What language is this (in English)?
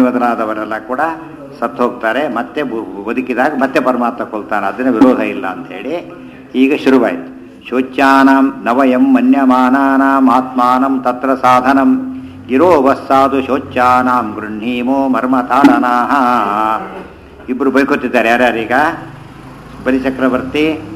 Kannada